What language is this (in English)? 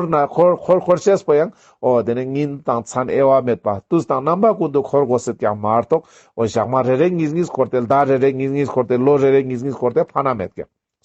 Ladakhi